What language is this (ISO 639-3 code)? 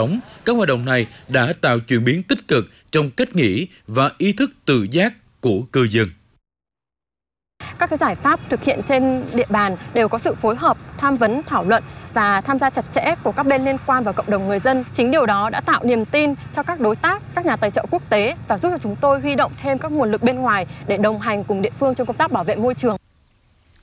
vie